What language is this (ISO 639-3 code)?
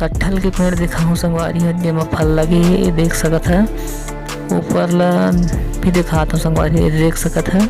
hne